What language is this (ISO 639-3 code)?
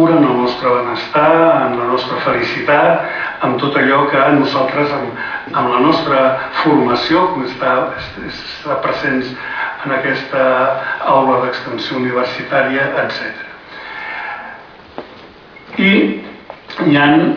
cat